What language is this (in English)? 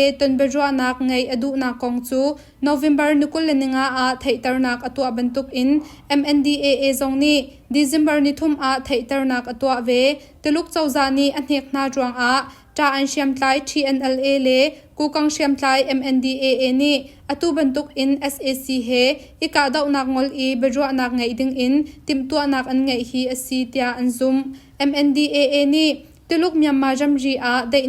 Hakha Chin